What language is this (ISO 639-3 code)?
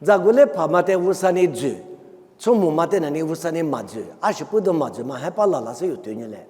lis